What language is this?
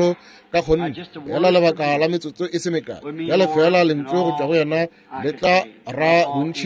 Northern Sotho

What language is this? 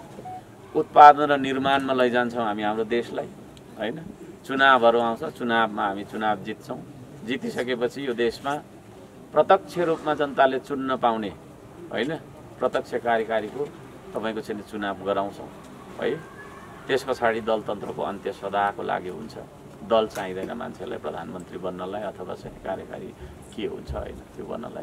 Nepali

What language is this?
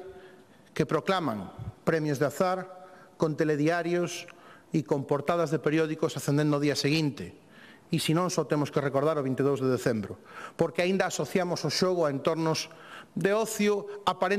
Galician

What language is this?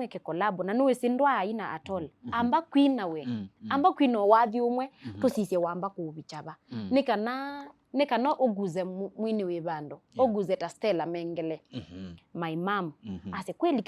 Kamba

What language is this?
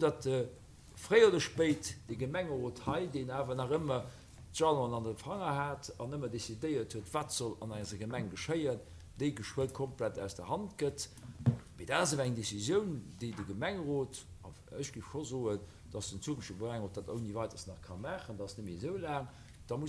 Luxembourgish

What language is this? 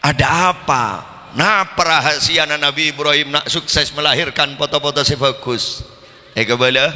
Madurese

